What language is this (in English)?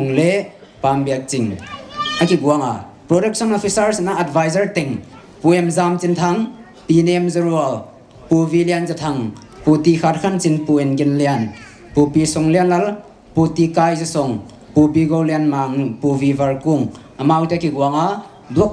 Paite Chin